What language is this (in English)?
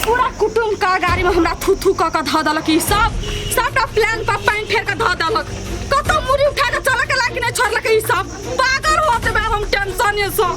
Maithili